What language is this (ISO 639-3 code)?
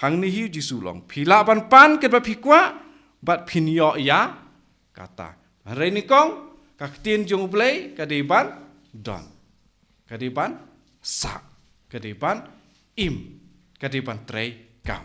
kha